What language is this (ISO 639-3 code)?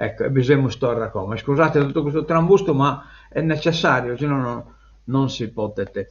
srd